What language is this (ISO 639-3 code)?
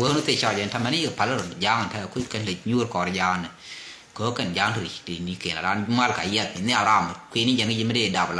nus